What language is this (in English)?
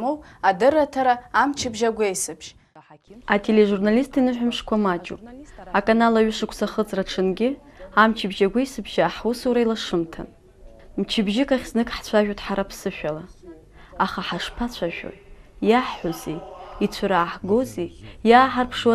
Abkhazian